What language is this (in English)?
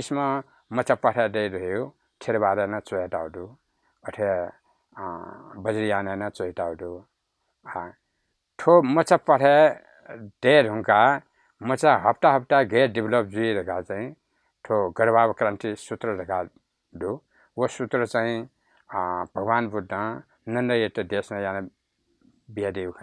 Newari